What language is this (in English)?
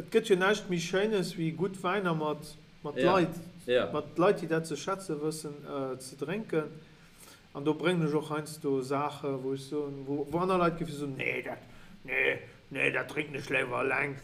Luxembourgish